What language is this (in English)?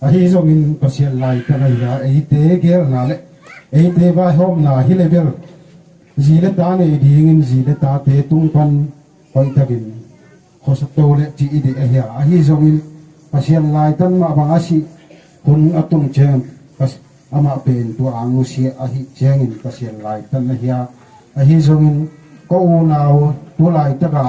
Tedim Chin